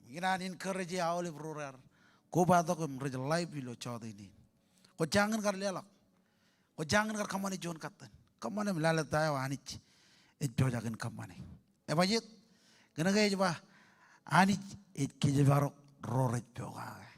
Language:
Marshallese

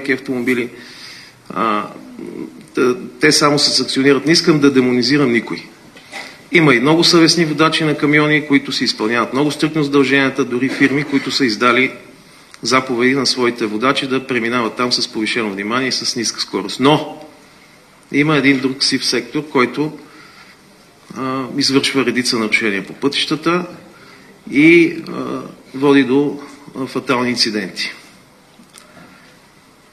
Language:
Bulgarian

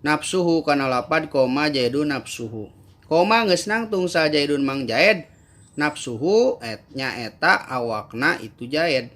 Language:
Sundanese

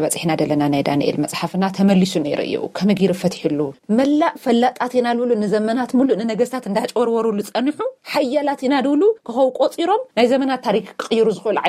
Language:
Tigrinya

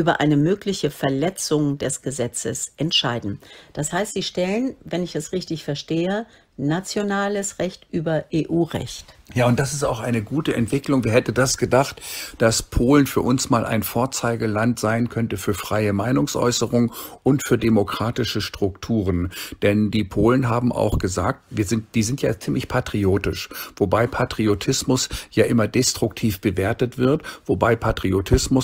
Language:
German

